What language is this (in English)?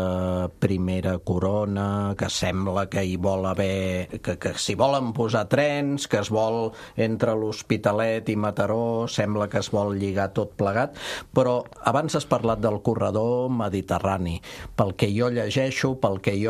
Catalan